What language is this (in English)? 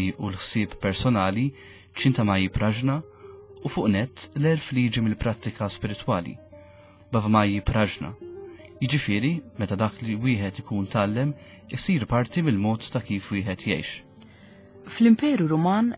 Maltese